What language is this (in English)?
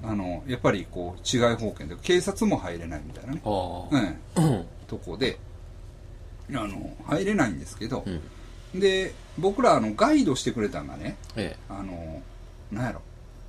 Japanese